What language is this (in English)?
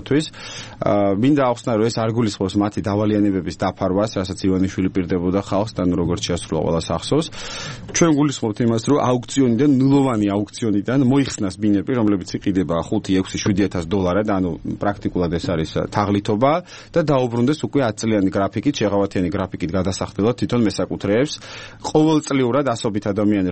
Georgian